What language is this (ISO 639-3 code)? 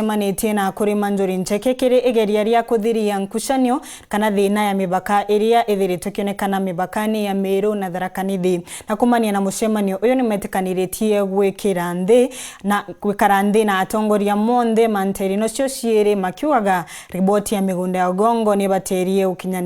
mer